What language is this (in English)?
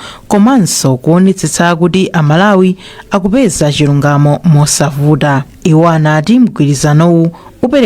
Nyanja